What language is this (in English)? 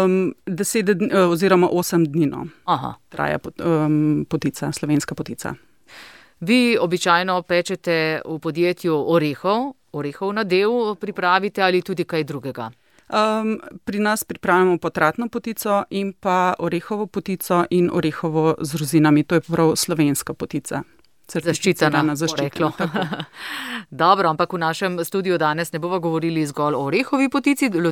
Slovenian